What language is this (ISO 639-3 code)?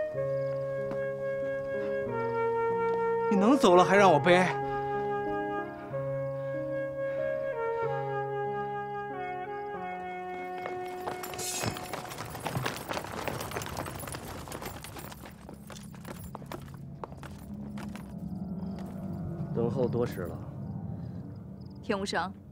zho